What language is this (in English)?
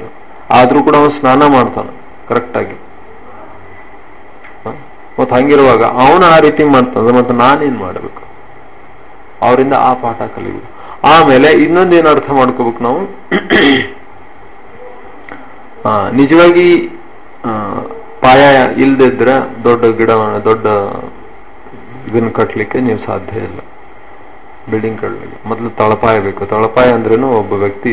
Kannada